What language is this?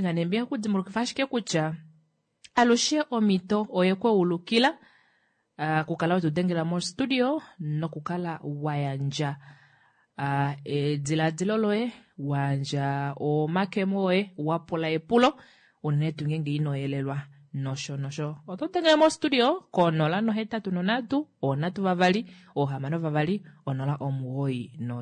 Kuanyama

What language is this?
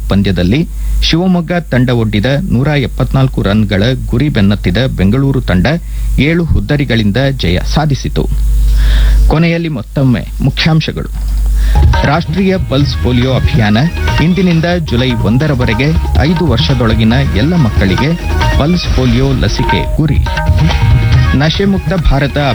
Kannada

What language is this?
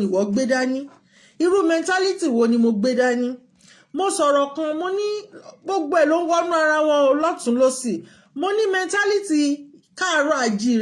Yoruba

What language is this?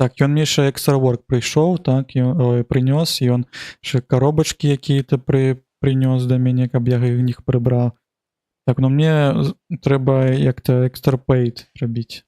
Belarusian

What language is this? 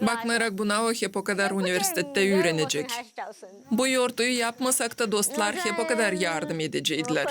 Gagauz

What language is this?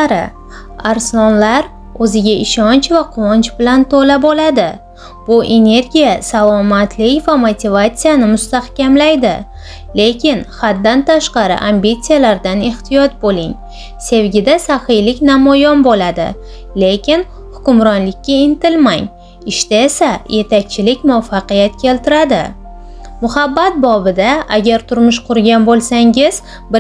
Uzbek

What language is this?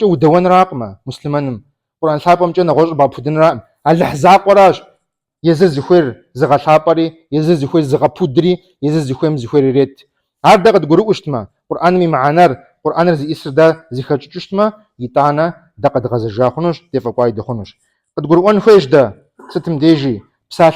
Kabardian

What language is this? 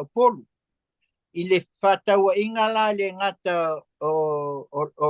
Samoan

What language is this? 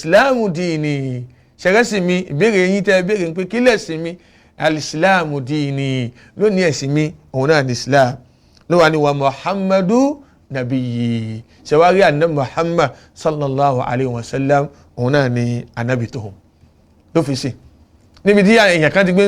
Yoruba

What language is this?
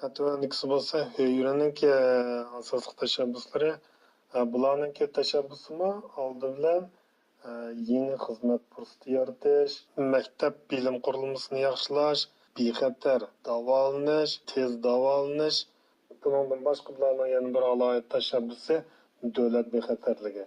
Uyghur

